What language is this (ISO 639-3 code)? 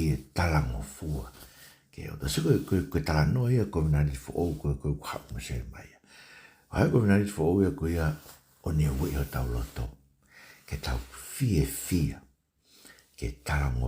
ton